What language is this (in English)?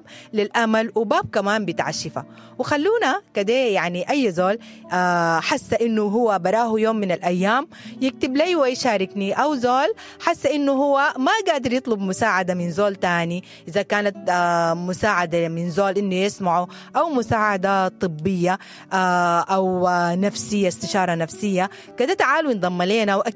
Sudanese Arabic